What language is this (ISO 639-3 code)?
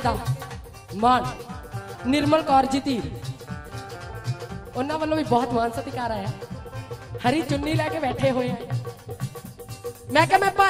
pan